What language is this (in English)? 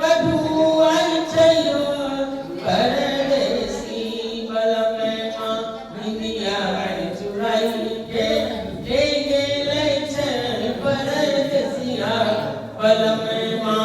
Angika